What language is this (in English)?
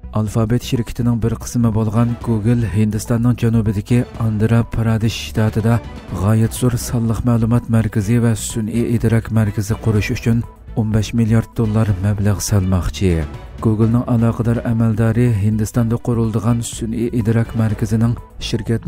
Uyghur